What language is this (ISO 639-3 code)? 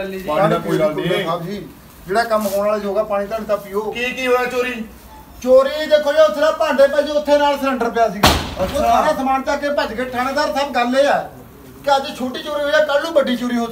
pan